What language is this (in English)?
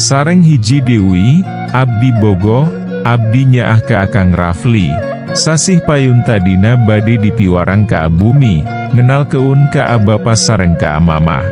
Sundanese